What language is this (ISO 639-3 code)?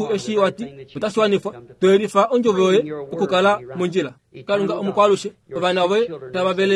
kua